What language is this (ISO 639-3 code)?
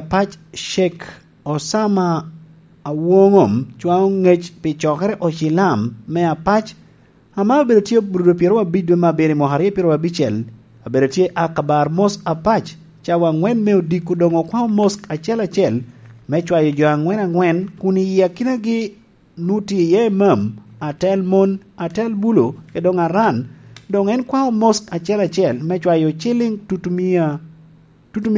laj